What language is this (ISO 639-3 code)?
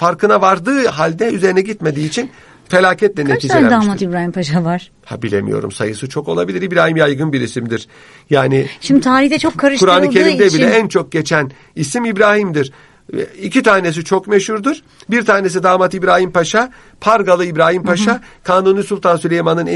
tur